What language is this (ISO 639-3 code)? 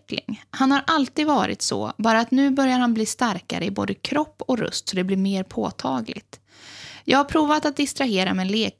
swe